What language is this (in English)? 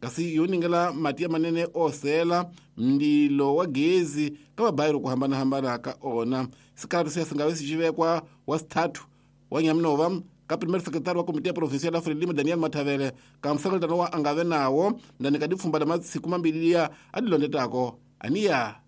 Tsonga